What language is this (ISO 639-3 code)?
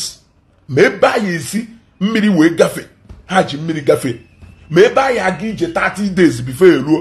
ibo